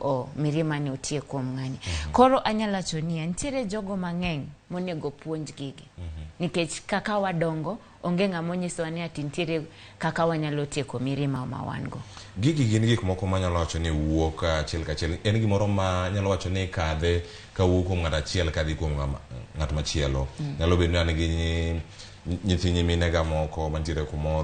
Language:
Luo (Kenya and Tanzania)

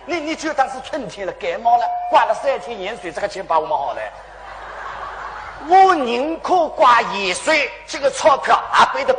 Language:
Wu Chinese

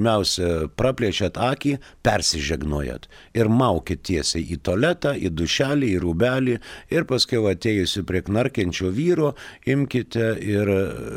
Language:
Lithuanian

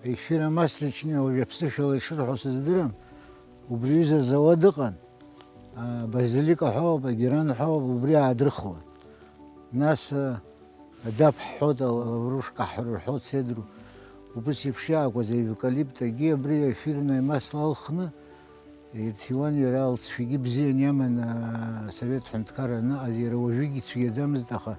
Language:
Abkhazian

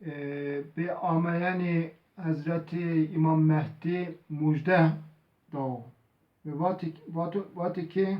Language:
Zaza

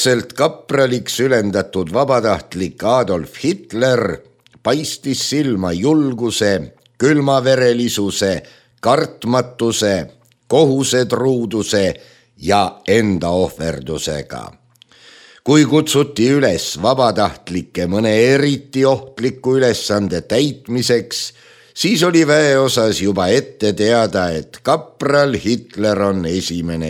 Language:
Estonian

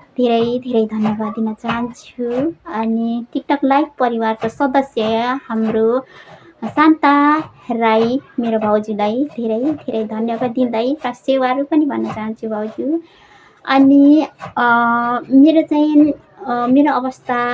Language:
Nepali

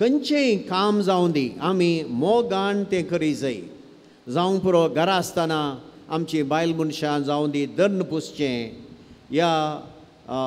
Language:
Konkani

